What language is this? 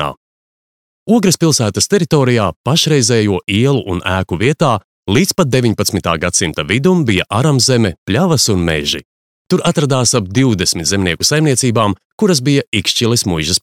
Latvian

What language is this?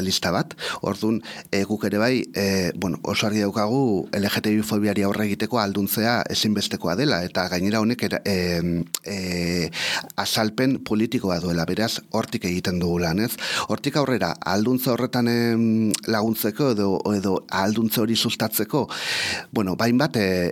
Basque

